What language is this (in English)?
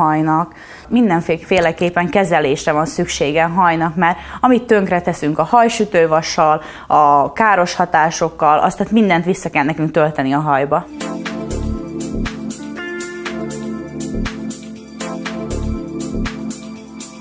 Hungarian